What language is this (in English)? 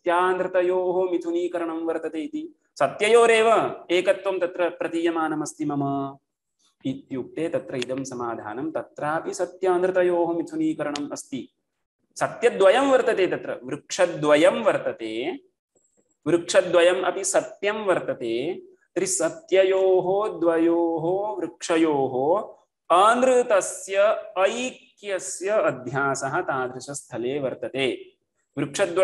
Sanskrit